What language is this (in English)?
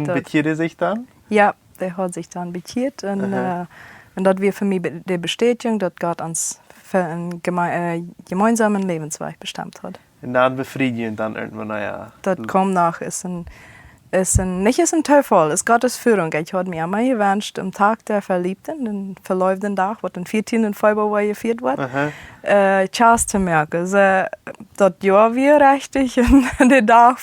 Plautdietsch